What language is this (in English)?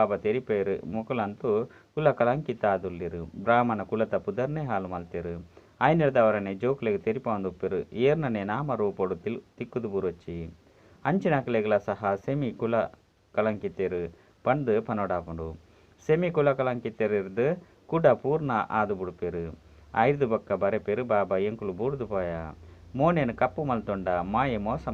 Tulu